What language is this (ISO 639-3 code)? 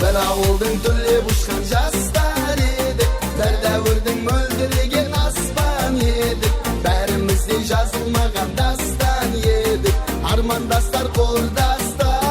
kaa